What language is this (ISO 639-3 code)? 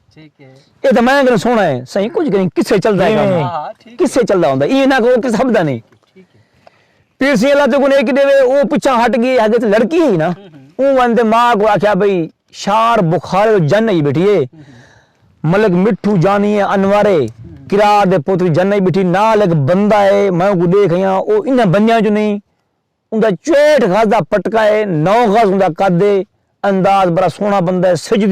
skr